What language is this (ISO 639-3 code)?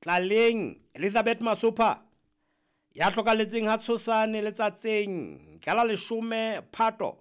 sot